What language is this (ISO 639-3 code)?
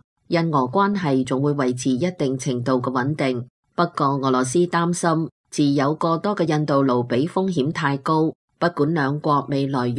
yue